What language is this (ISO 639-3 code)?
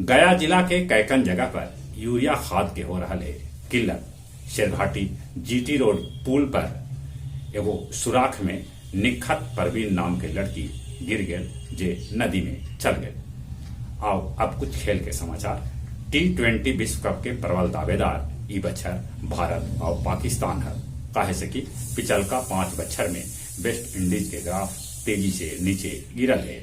mag